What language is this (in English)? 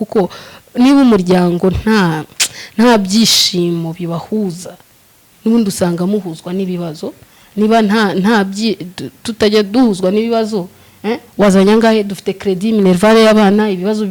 Kinyarwanda